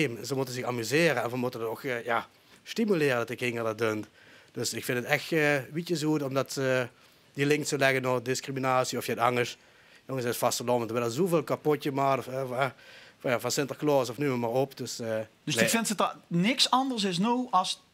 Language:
Limburgish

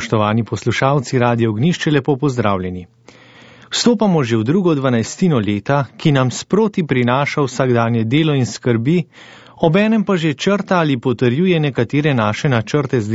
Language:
Slovenian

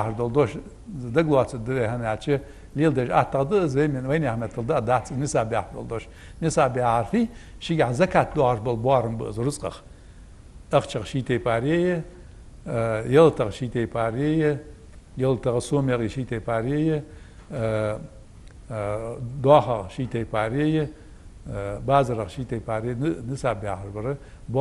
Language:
Ingush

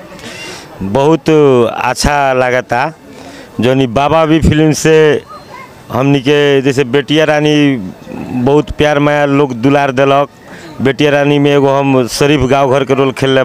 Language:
Bhojpuri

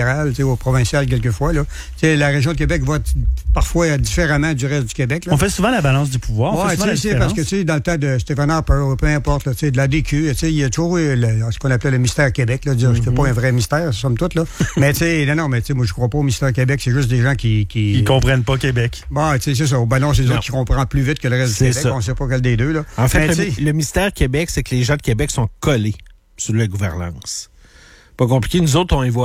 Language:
French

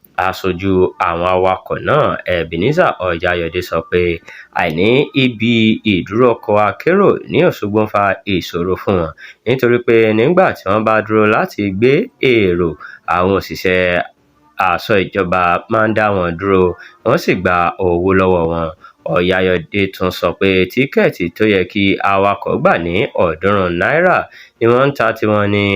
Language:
Yoruba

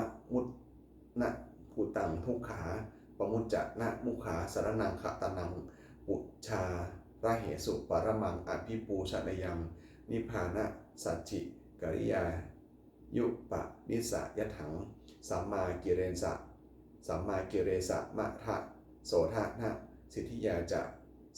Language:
Pali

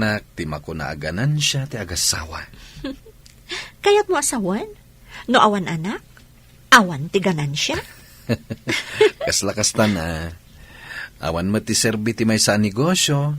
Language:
Iloko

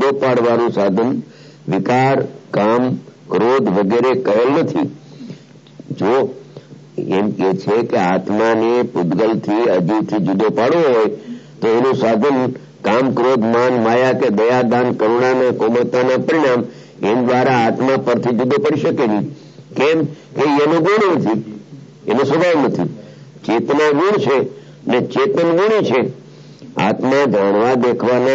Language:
Gujarati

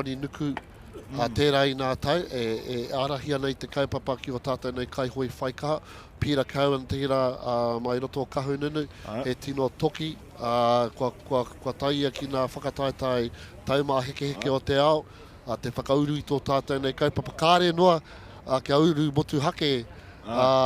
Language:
Māori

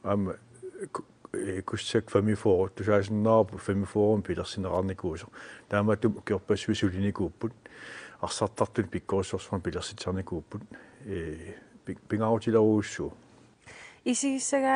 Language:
Kalaallisut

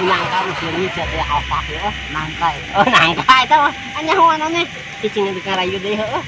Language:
Sundanese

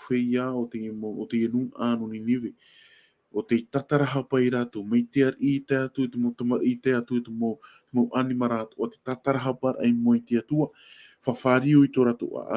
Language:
Tahitian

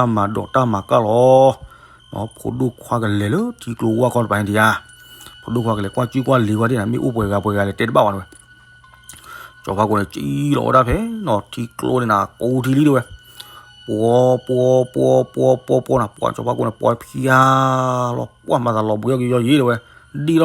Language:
S'gaw Karen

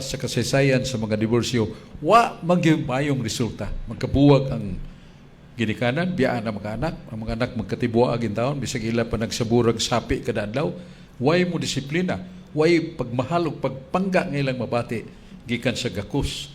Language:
Cebuano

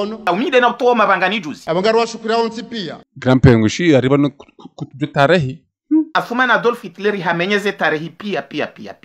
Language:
Ngazidja Comorian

